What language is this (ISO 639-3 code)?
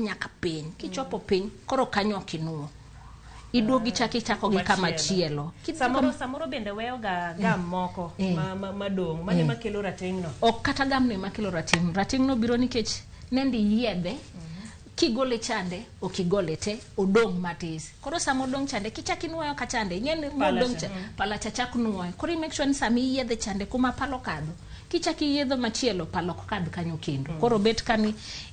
luo